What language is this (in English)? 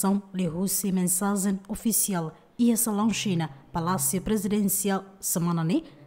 Tetum